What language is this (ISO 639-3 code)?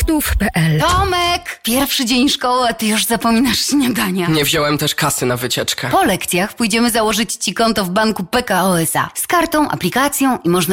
pol